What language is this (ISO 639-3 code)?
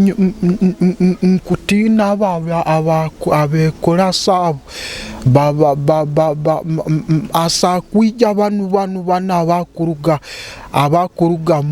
nyo